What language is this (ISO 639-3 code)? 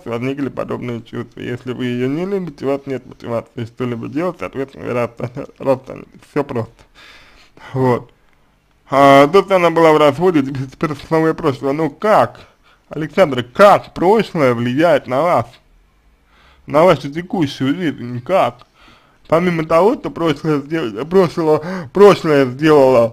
rus